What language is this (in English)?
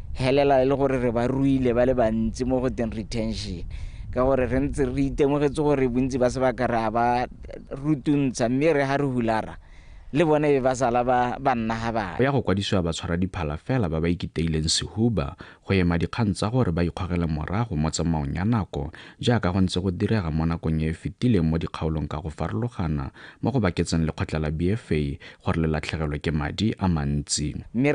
Tswana